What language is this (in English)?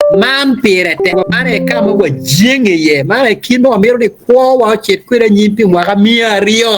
Acoli